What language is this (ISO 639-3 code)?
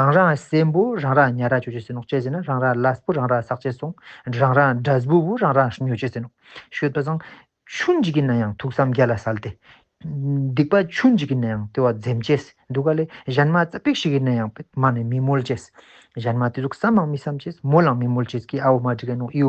lbj